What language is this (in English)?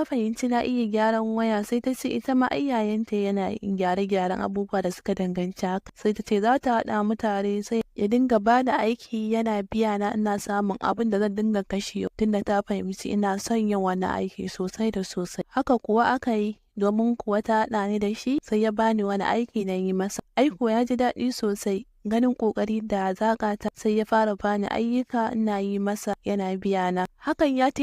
Hausa